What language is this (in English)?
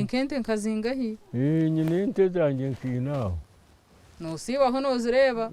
Nyankole